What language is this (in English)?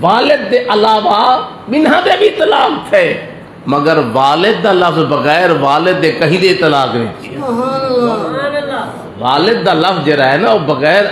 Saraiki